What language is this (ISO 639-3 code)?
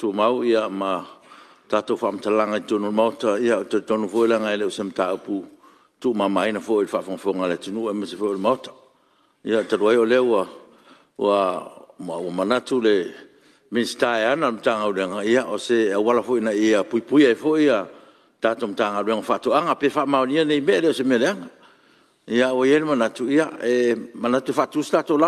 smo